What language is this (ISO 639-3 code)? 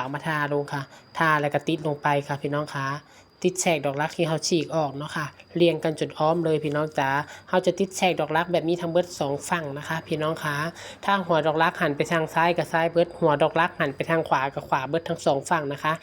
tts